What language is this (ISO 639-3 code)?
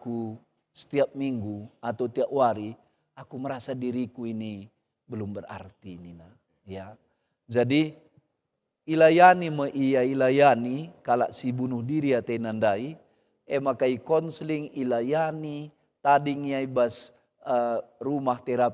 btx